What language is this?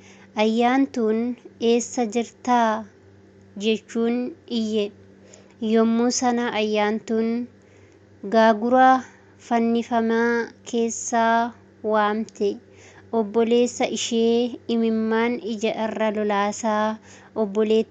Oromo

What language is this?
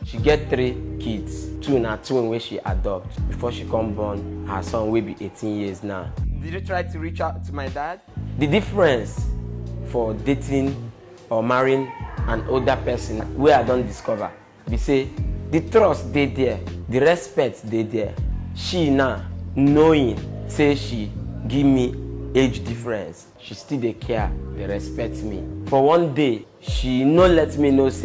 Nigerian Pidgin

